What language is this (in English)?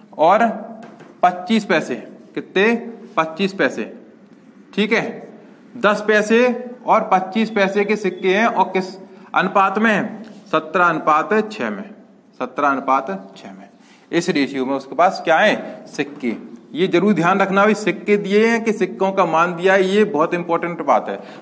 Hindi